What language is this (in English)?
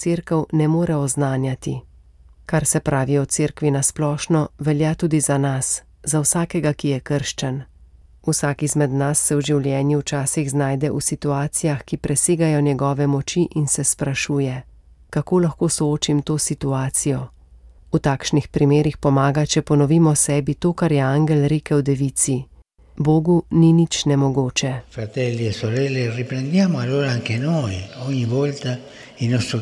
Slovenian